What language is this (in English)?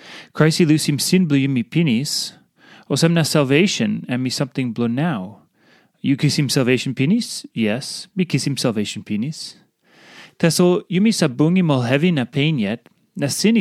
Tok Pisin